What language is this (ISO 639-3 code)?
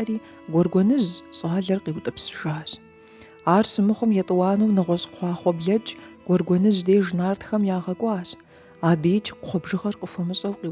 kbd